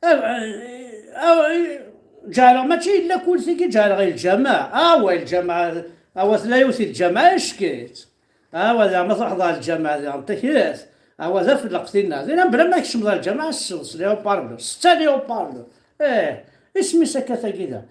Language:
Kabyle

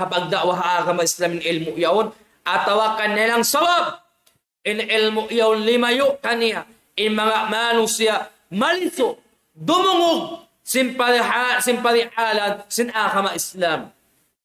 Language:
Tausug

